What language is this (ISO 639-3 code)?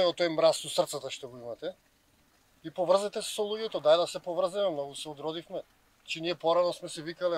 mkd